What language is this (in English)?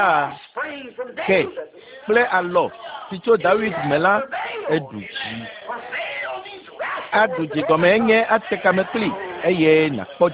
Ewe